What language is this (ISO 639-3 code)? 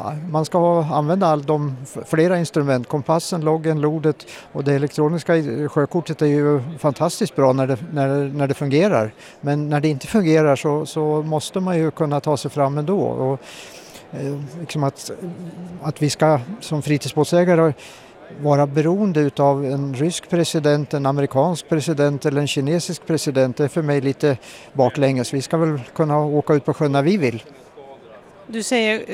swe